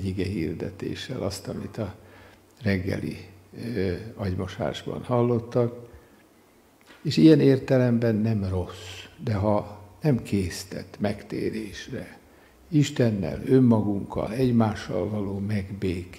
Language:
Hungarian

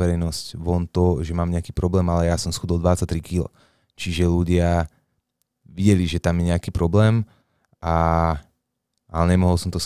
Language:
Slovak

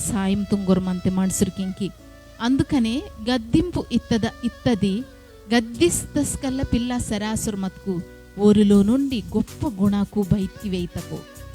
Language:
Koya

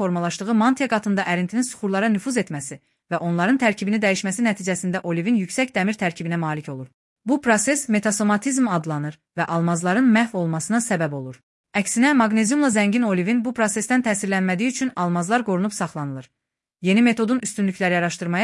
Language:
Azerbaijani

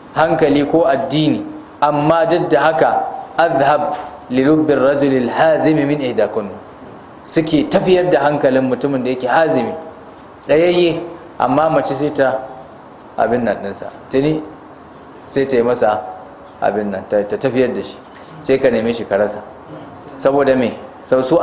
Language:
Hausa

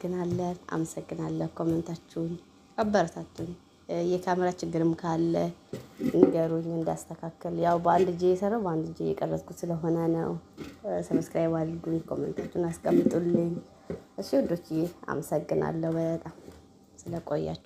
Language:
Amharic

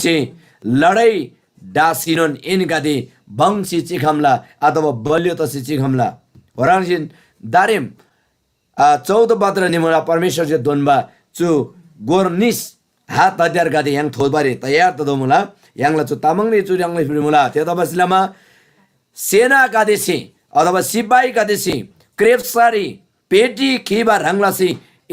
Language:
Eastern Tamang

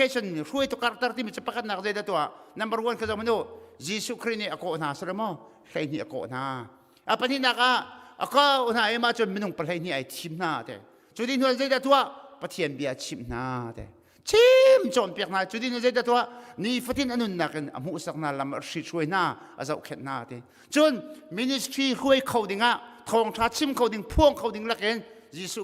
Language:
Hakha Chin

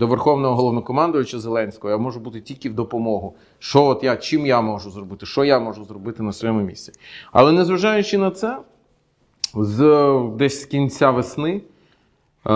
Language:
Ukrainian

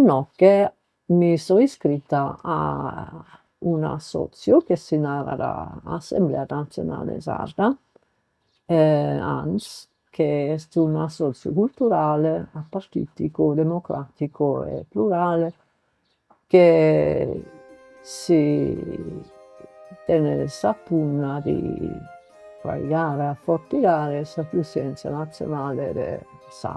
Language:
Sardinian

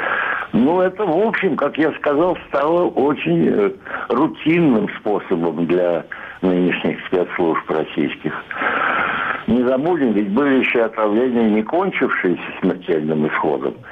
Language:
Russian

